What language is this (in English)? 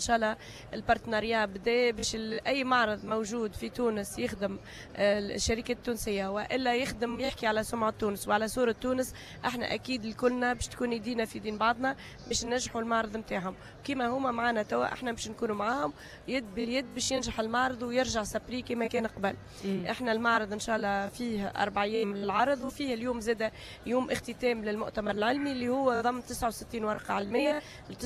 Tunisian Arabic